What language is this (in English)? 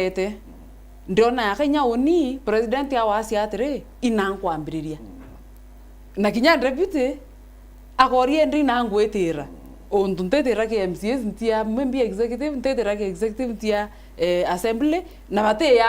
Meru